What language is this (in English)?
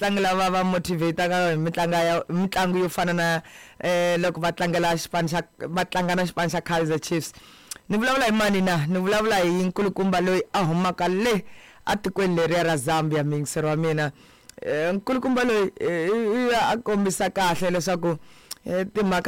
Tsonga